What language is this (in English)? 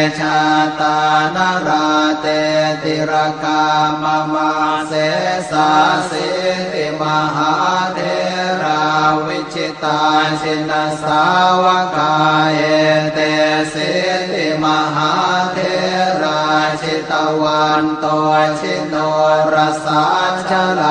Pali